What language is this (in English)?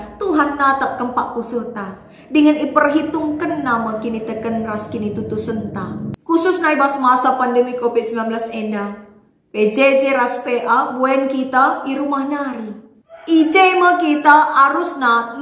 Batak Karo